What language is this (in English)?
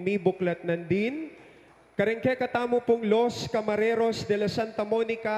Pampanga